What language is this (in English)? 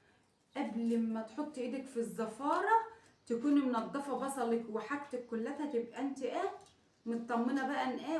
Egyptian Arabic